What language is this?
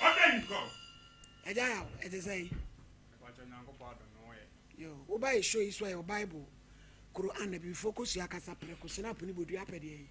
Akan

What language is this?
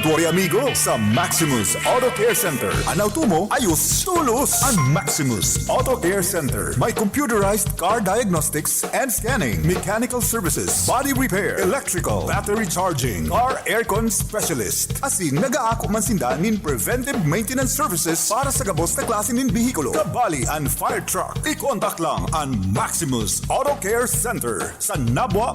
Bikol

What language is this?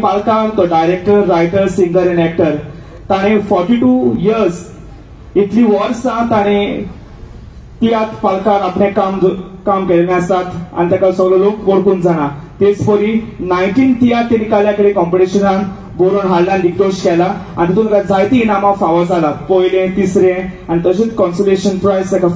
Konkani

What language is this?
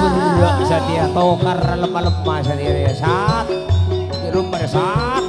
Madurese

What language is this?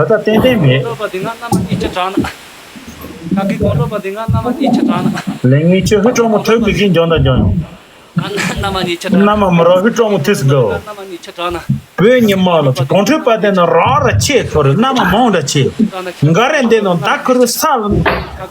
Tibetan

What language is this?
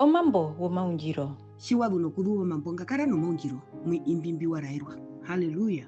Herero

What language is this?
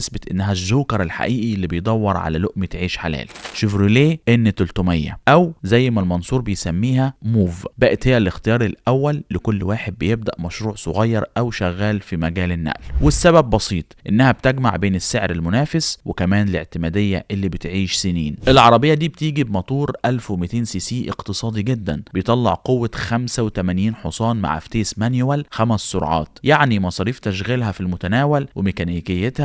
Egyptian Arabic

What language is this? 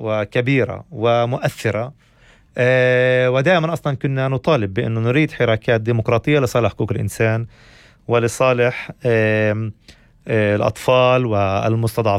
North Levantine Arabic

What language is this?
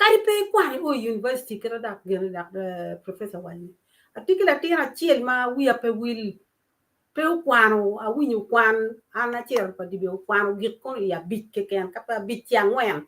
Acoli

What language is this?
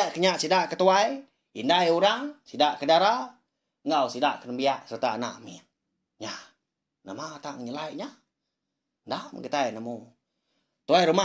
Iban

